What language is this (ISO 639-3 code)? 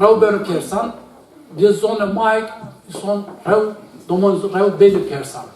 zza